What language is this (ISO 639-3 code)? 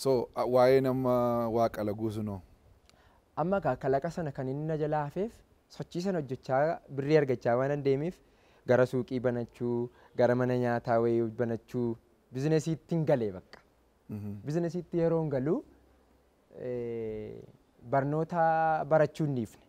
orm